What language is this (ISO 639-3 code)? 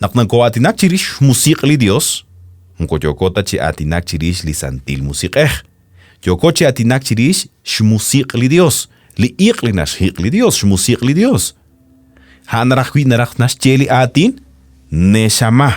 kek